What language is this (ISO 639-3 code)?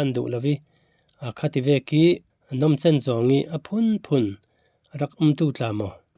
cfm